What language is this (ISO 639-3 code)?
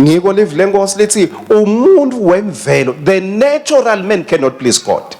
ssw